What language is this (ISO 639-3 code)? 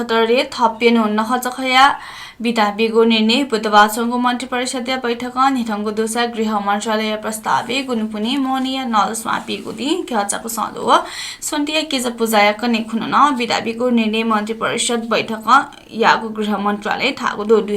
new